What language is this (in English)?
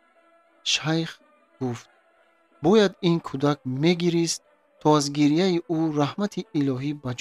Tajik